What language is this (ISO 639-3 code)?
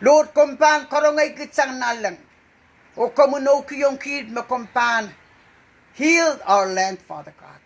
pon